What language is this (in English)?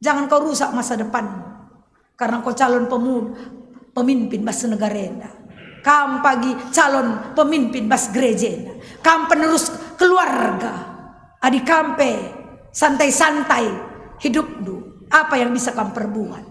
Batak Karo